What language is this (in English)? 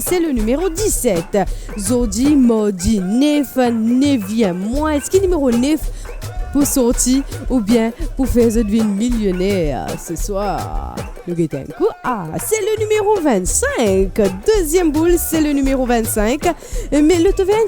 Morisyen